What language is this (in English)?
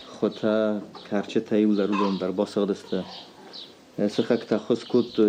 Ossetic